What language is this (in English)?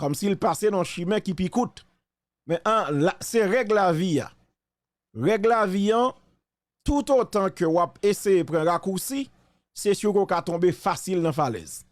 Haitian Creole